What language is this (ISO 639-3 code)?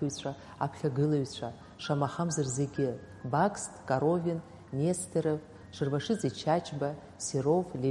abk